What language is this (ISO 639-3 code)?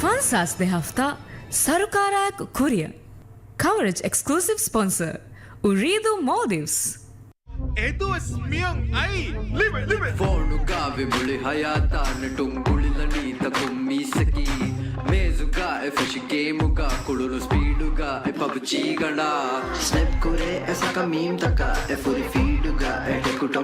div